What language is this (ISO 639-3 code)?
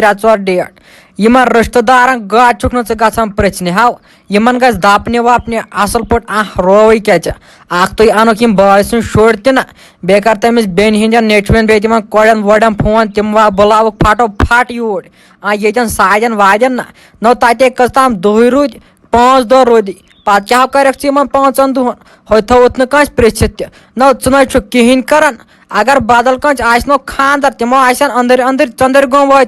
kas